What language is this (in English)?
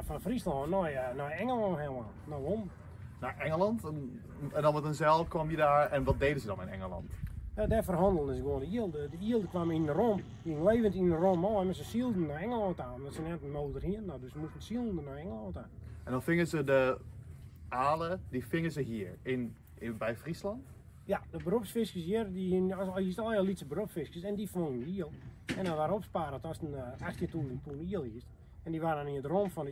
Western Frisian